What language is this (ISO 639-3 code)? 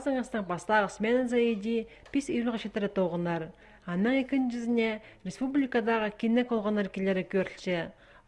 kjh